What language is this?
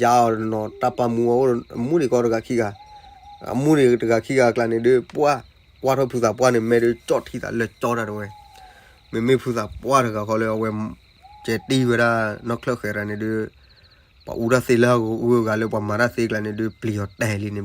S'gaw Karen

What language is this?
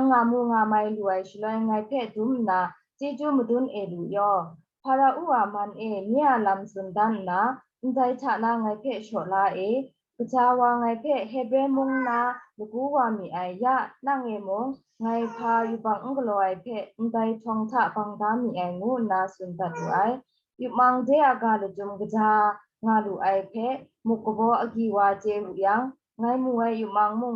Kachin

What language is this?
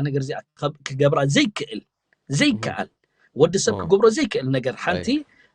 Tigrinya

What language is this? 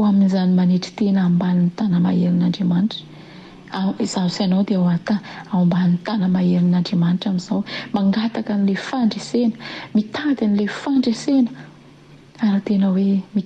Malagasy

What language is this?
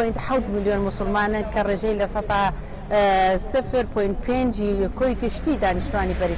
Central Kurdish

